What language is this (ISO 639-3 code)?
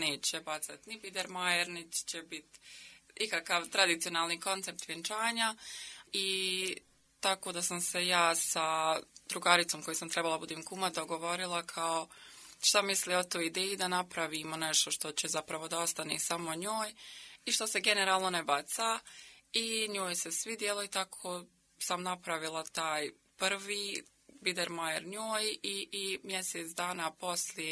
hrv